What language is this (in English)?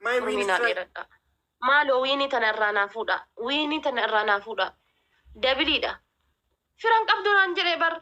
Oromo